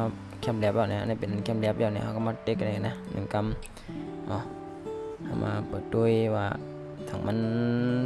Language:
Shan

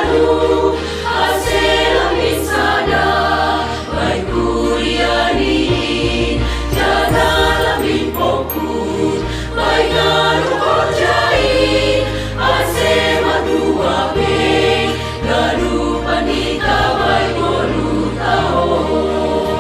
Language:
Batak Simalungun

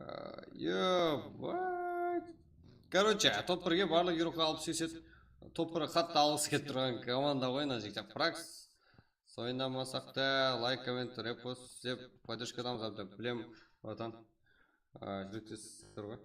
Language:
Kara-Kalpak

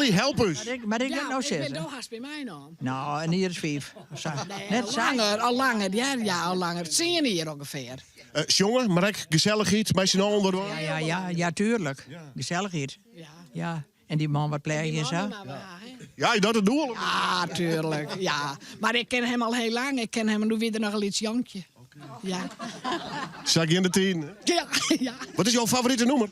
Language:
Western Frisian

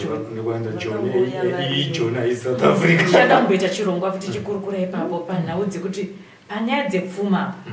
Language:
Shona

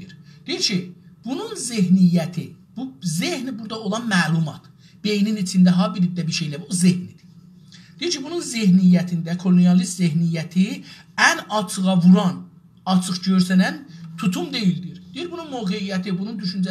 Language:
South Azerbaijani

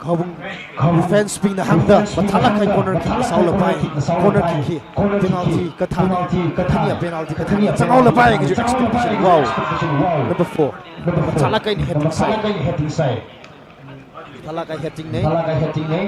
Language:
Tangkhul Naga (India)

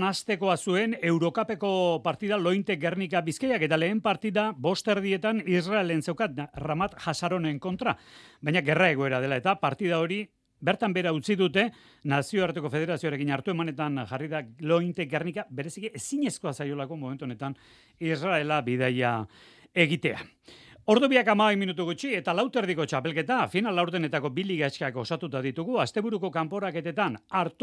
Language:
Basque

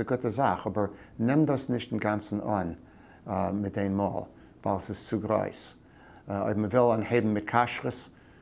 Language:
Yiddish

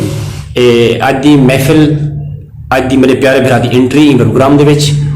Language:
Saraiki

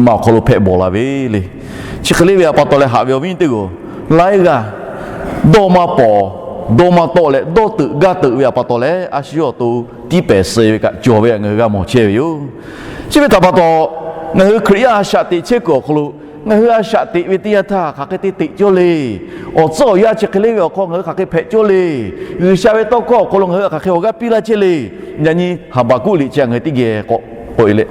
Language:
Lahu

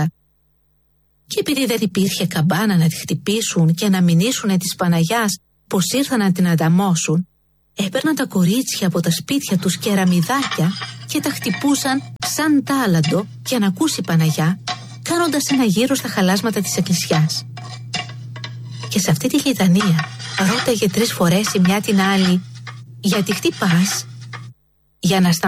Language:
Greek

